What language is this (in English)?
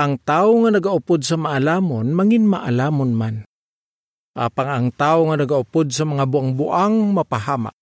Hiligaynon